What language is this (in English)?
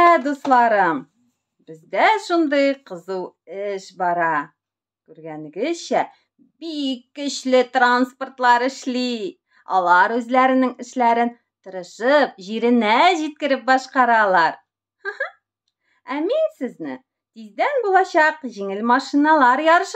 Tatar